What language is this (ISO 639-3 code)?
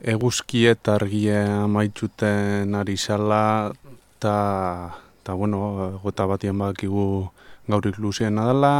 eus